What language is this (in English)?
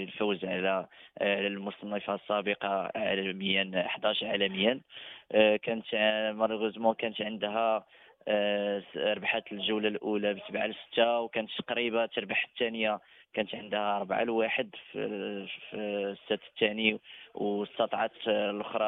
Moroccan Arabic